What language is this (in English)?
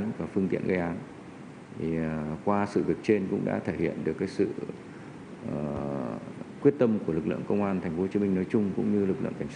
Vietnamese